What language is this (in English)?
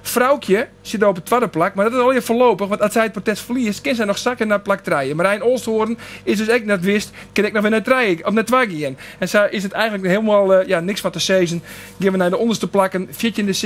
Western Frisian